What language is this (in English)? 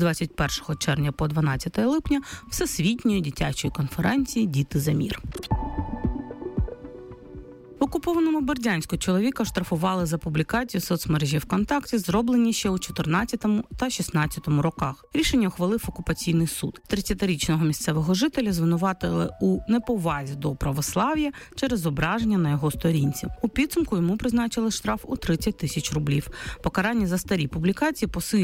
Ukrainian